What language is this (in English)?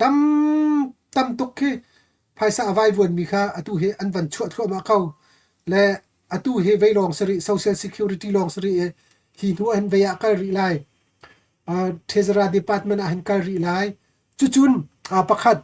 Hakha Chin